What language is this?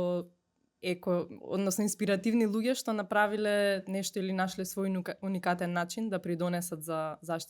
Macedonian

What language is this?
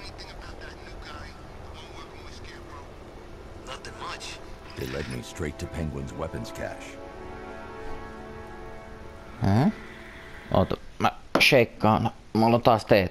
Finnish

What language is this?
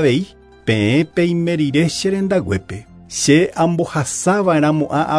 Guarani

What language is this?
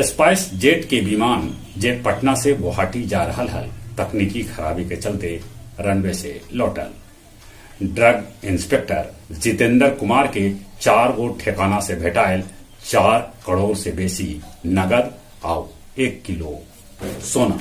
Magahi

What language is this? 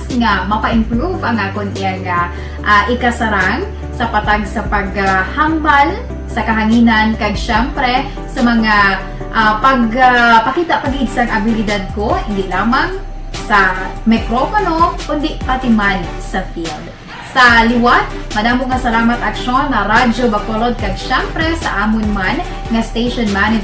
Hiligaynon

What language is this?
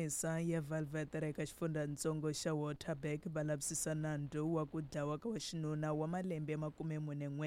Tsonga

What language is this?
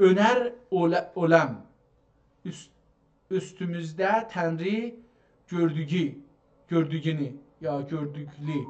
South Azerbaijani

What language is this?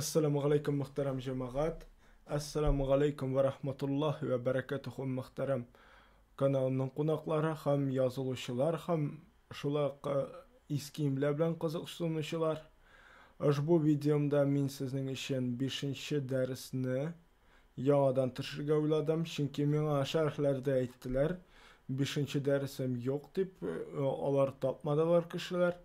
Tatar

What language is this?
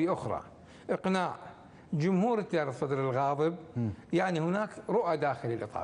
Arabic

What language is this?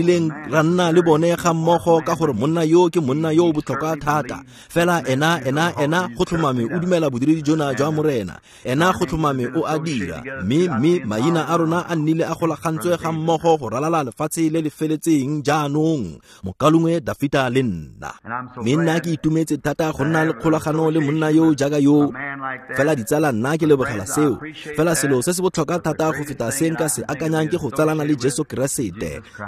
Tswana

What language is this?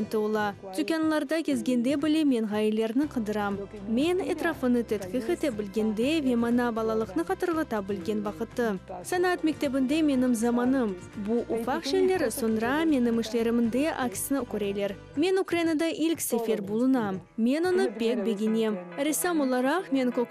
Crimean Tatar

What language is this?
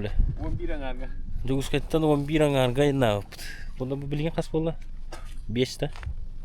Yakut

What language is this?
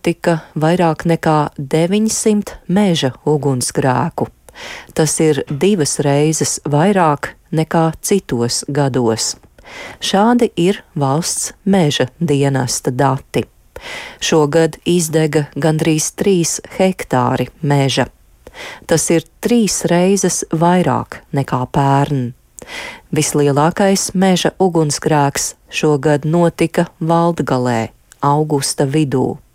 Latvian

